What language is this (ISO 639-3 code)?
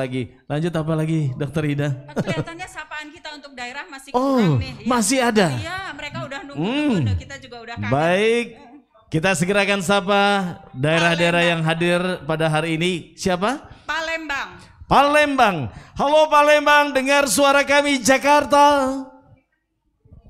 ind